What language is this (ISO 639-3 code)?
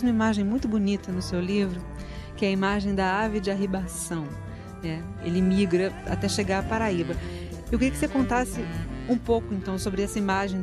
por